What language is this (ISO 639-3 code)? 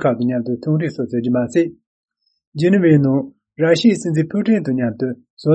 bod